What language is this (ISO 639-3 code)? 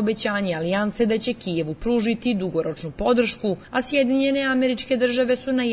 srp